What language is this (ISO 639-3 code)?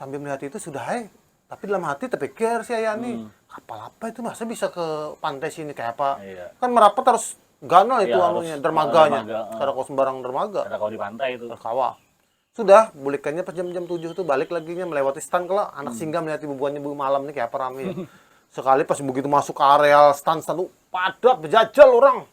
bjn